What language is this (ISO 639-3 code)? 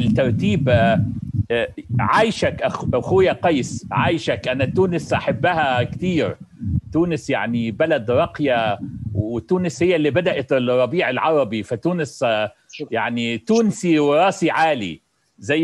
arz